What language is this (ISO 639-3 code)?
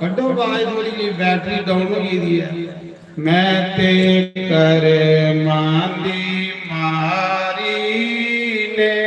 doi